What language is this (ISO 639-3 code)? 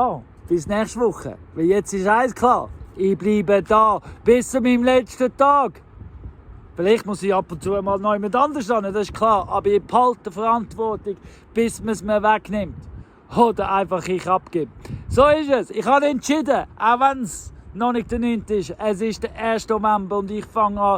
gsw